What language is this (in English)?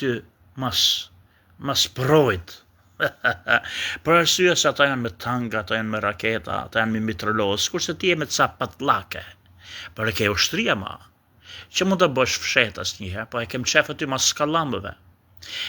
Albanian